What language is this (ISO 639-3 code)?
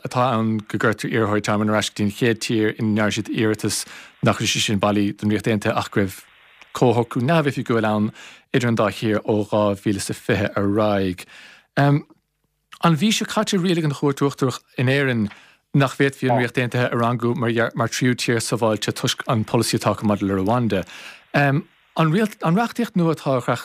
gle